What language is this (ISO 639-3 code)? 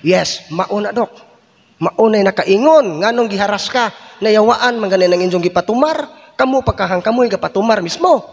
ceb